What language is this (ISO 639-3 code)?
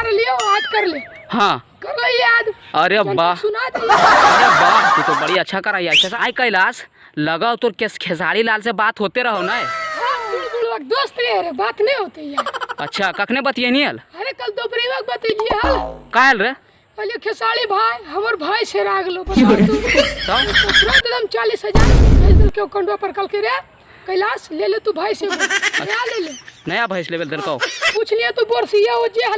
mag